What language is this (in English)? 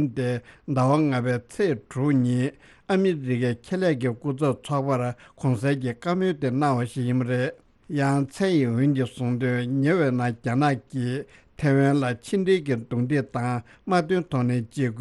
Tibetan